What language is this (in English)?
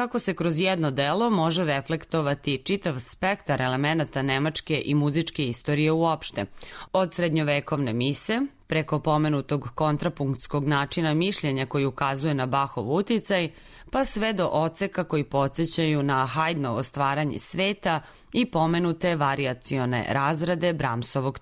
Serbian